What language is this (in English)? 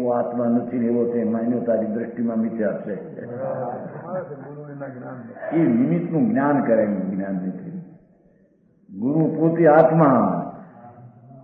Gujarati